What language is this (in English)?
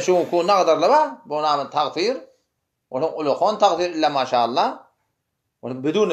Turkmen